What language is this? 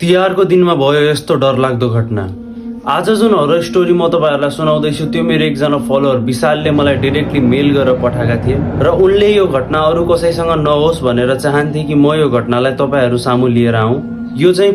Nepali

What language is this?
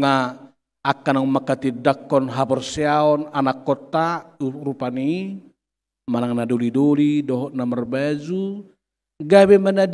Batak Toba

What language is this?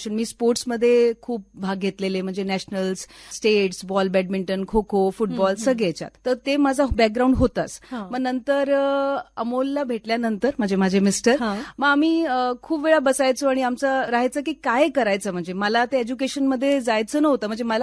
Marathi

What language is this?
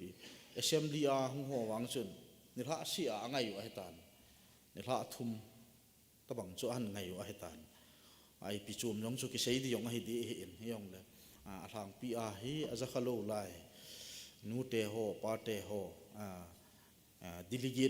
Thado Chin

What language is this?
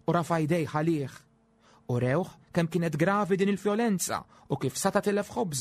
Maltese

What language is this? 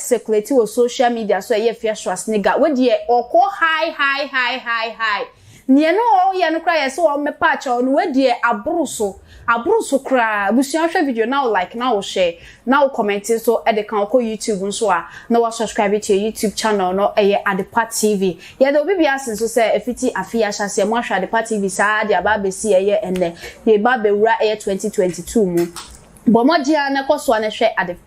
Akan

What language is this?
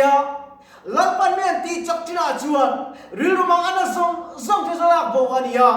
Mizo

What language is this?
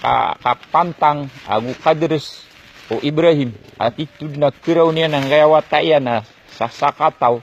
Maranao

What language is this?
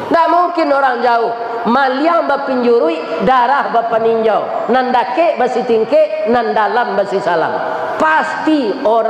Minangkabau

